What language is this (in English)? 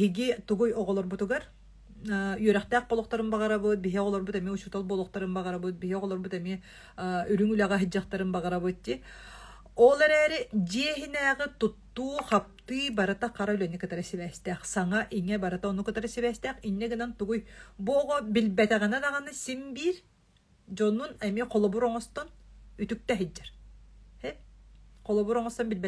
Yakut